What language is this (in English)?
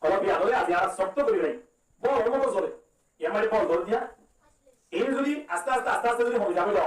Rohingya